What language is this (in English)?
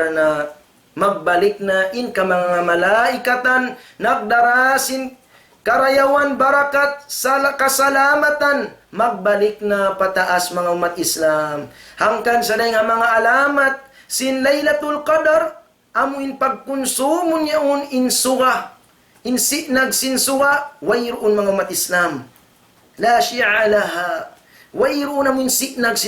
Tausug